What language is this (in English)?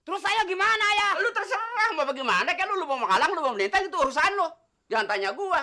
Betawi